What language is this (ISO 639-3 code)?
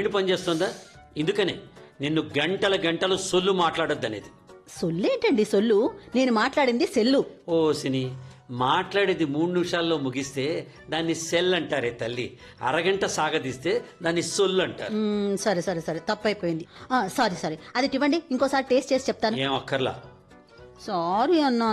tel